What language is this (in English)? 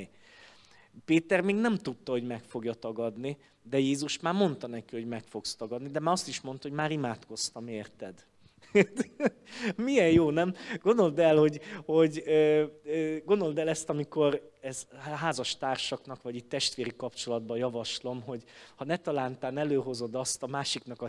Hungarian